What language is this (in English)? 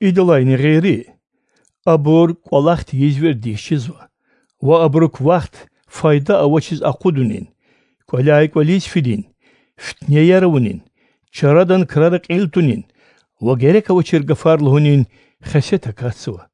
Lezghian